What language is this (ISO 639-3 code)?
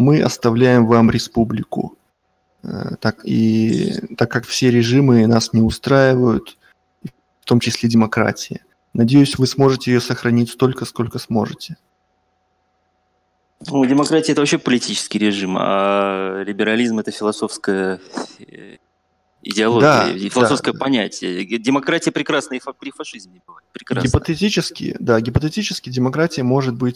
rus